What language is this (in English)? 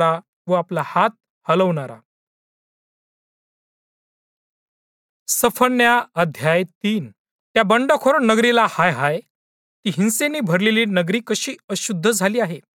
Marathi